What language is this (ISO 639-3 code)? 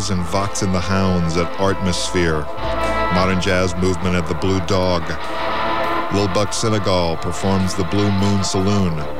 eng